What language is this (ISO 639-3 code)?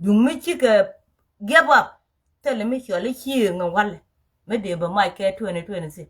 nus